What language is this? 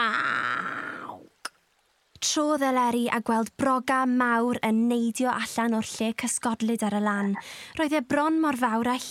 Welsh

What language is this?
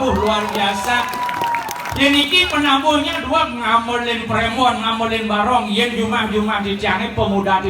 Balinese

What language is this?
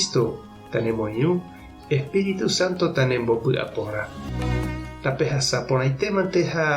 Guarani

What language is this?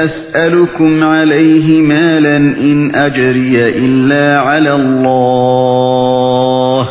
Uyghur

